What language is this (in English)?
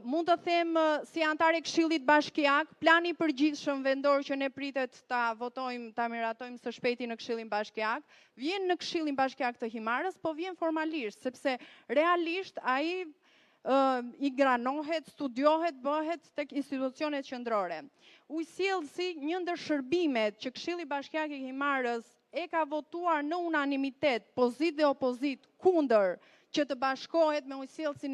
Albanian